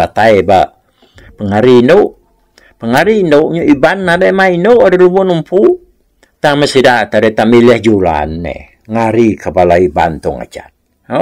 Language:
Iban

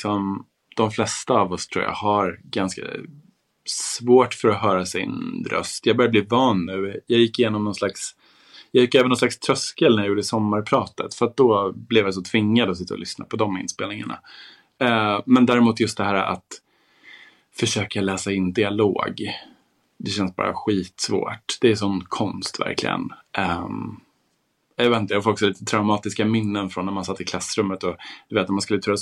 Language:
Swedish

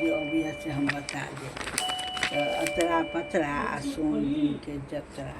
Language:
Maithili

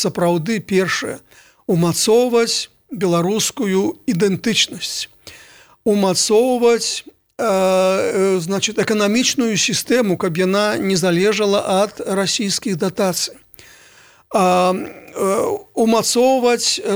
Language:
Belarusian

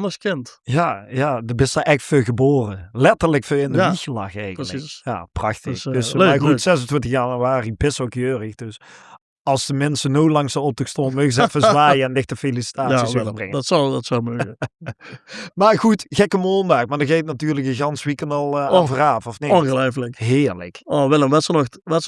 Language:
Limburgish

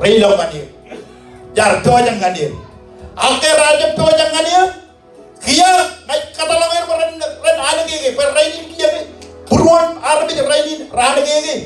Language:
Marshallese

